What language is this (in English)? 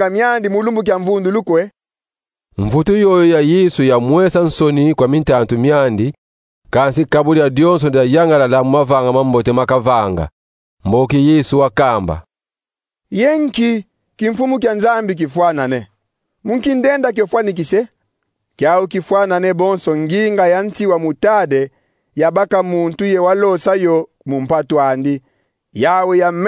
Kongo